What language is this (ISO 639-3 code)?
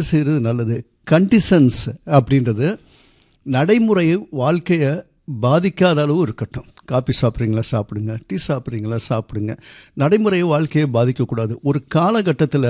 tam